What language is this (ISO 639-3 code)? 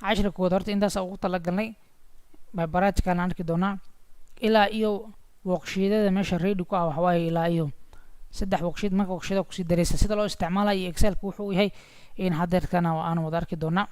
som